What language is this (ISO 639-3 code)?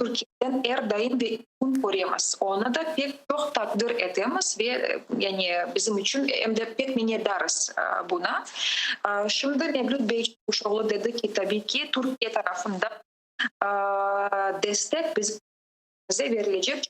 crh